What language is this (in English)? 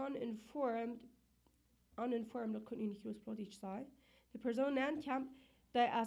Plautdietsch